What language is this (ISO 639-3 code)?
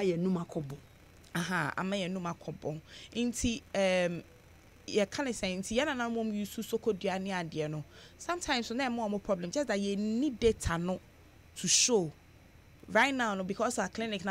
aka